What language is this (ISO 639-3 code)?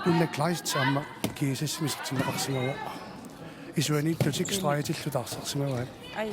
kal